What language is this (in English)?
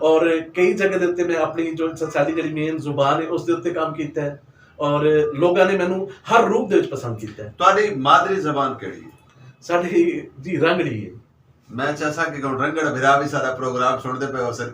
Western Panjabi